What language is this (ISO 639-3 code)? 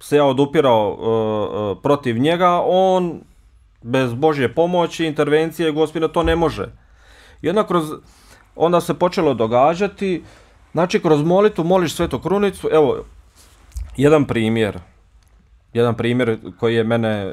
bos